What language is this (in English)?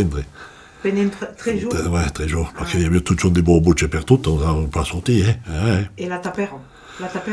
Occitan